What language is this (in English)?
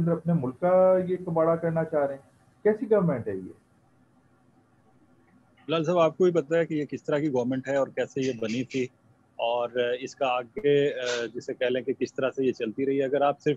Urdu